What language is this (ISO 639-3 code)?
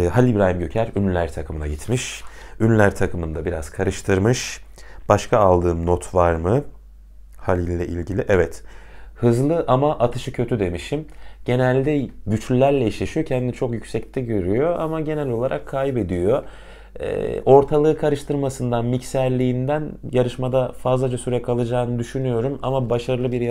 tur